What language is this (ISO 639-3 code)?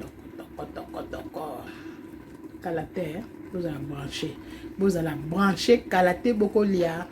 lin